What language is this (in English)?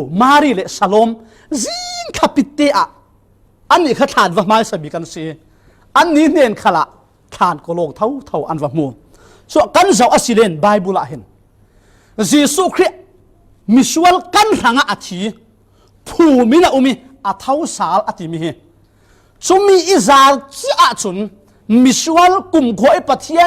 Falam Chin